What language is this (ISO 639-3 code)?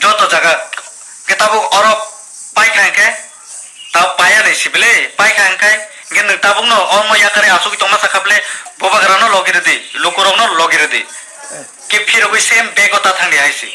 trp